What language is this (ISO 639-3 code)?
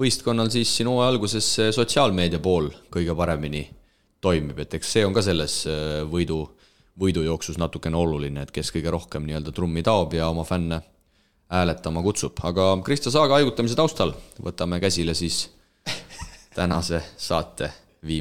est